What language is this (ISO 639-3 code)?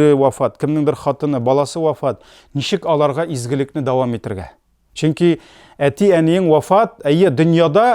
tat